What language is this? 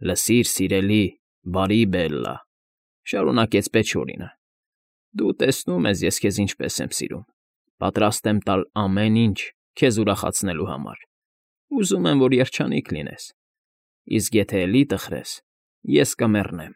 Armenian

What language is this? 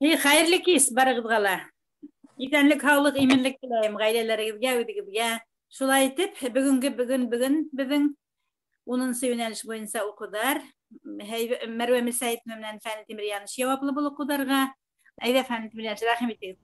Bashkir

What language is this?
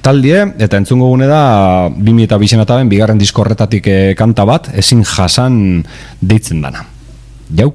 Basque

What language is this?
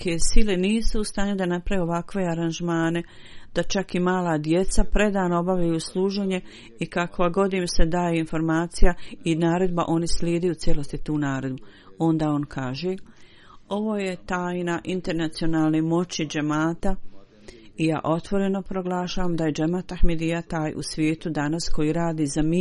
Bosnian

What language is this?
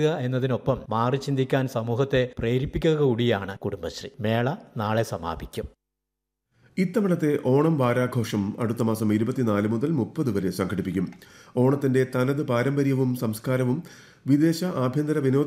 Malayalam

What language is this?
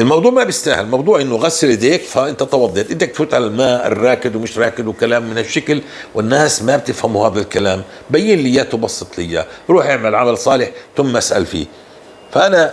North Levantine Arabic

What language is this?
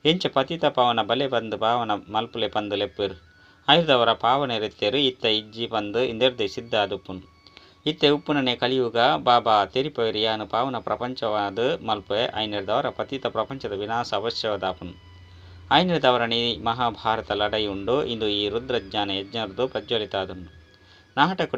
Tulu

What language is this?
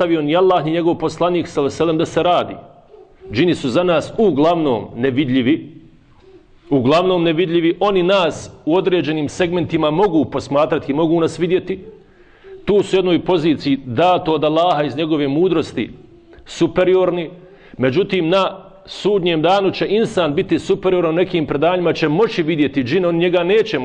Bosnian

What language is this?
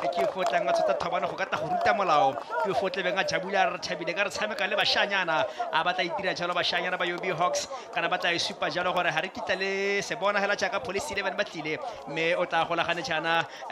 Tswana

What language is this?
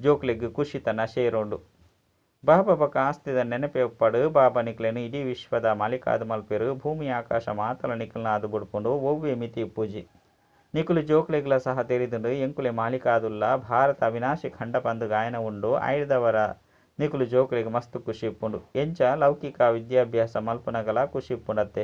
Tulu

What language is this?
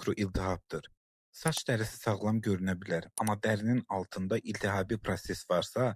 Azerbaijani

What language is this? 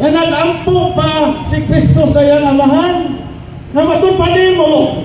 Cebuano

